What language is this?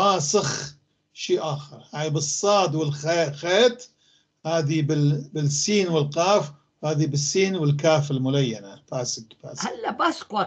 North Levantine Arabic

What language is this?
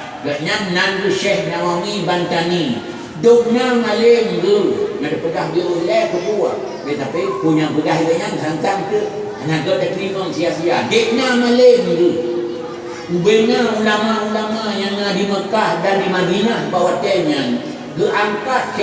Achinese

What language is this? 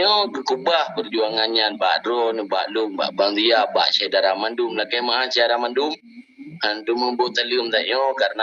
Achinese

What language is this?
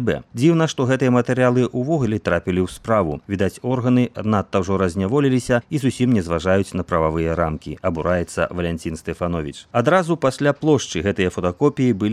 Belarusian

